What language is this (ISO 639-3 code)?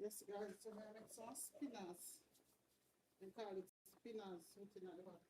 jam